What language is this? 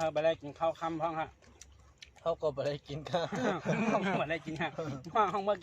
Shan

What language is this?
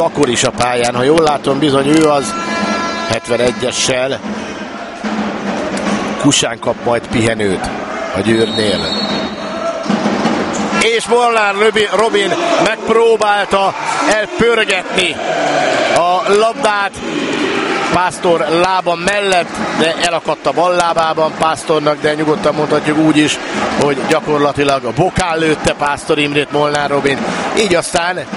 Hungarian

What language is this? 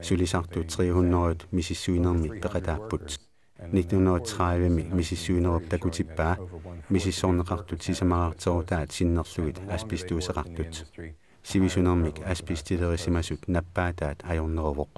Kalaallisut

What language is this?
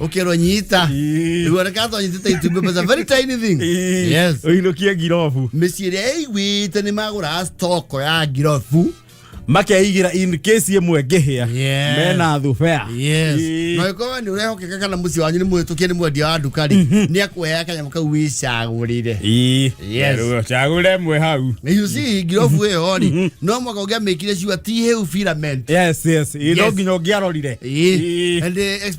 Kikuyu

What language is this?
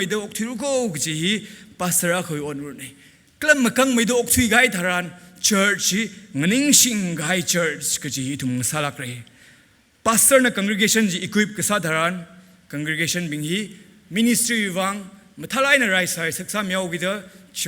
Tangkhul Naga (India)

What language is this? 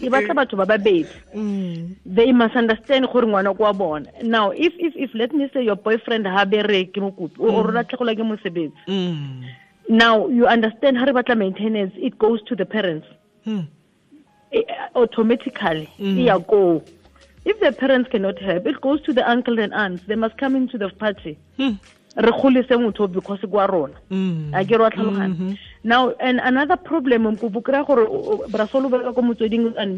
Tswana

